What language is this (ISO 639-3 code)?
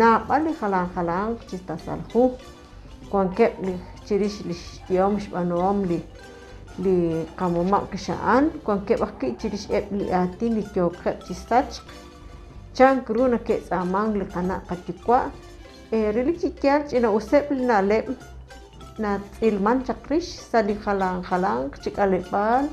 kek